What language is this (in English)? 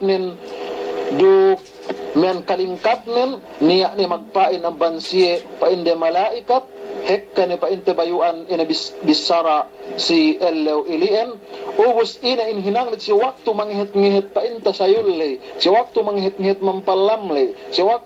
Yakan